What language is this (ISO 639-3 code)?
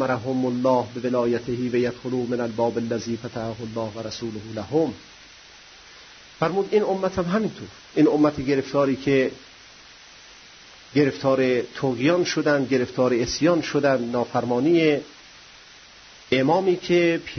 fas